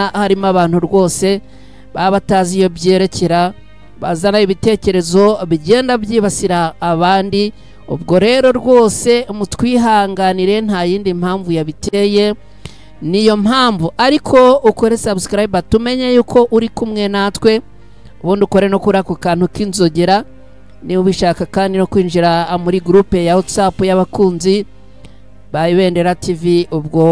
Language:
Kinyarwanda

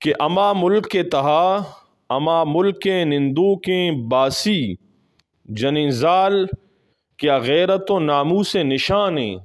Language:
Eastern Balochi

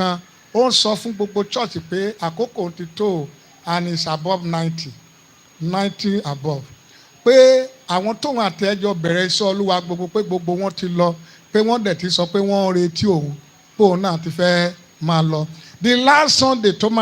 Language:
Yoruba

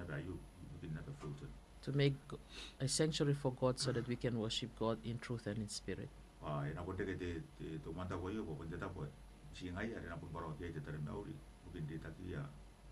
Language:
Gilbertese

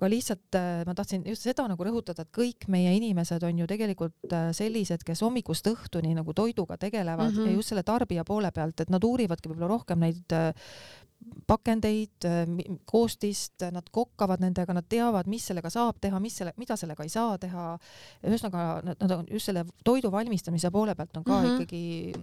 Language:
Estonian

